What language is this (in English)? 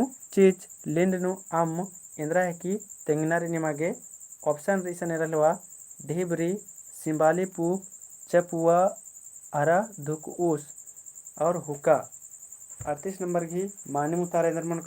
Kurukh